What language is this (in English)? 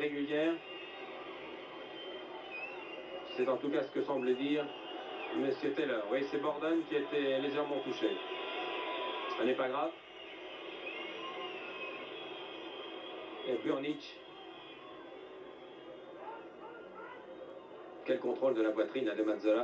French